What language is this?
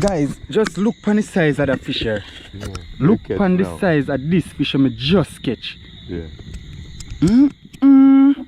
Jamaican Creole English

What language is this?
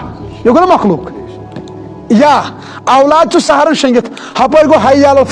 Kashmiri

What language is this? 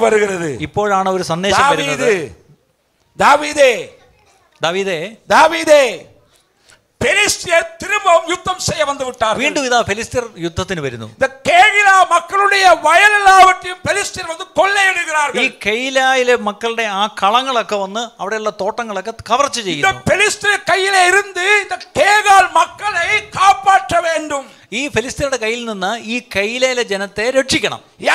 Malayalam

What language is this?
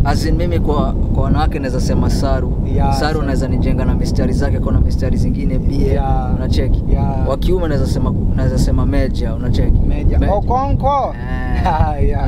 Swahili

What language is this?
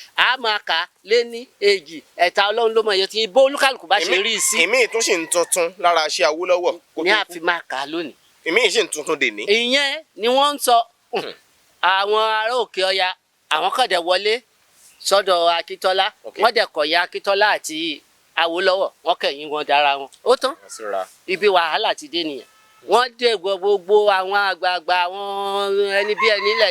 Yoruba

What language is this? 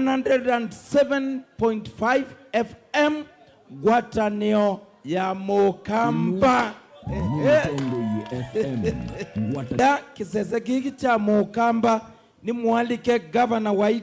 Kamba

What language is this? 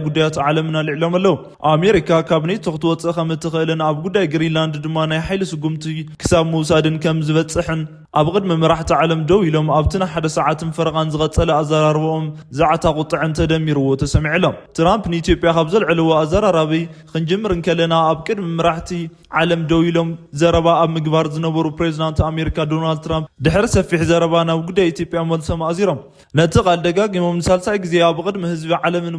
Tigrinya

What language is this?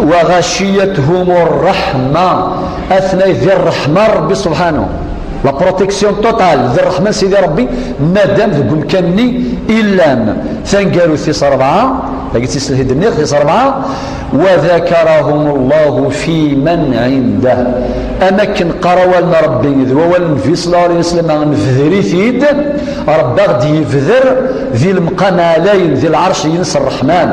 Kabyle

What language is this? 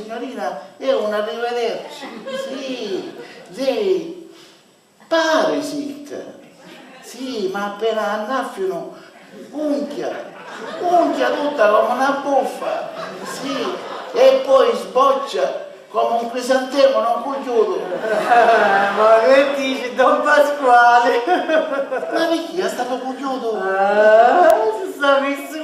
Sicilian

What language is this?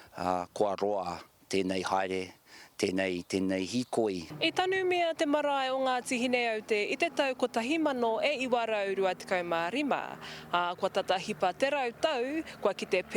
Māori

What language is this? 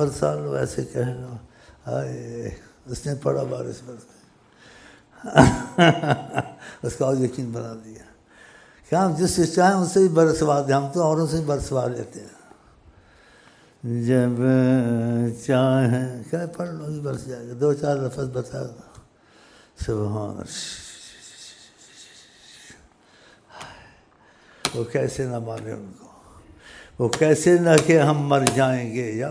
Urdu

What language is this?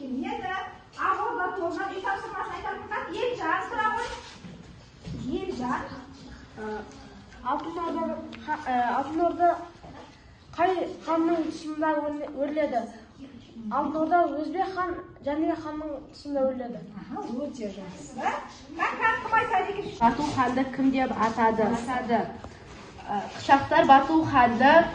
Kazakh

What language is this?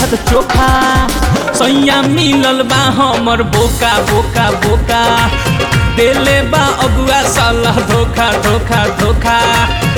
Bhojpuri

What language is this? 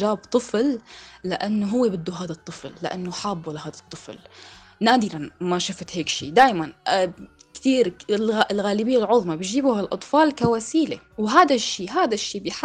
North Levantine Arabic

